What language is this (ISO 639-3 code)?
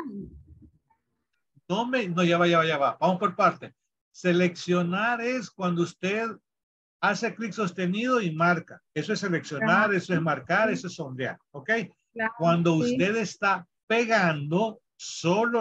spa